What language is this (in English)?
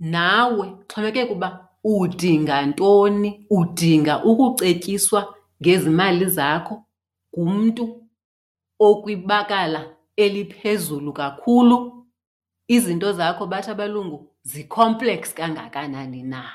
Xhosa